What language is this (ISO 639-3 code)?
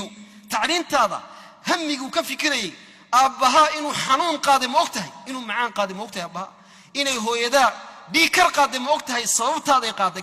som